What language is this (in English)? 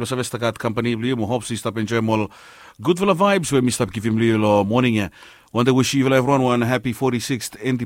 Bislama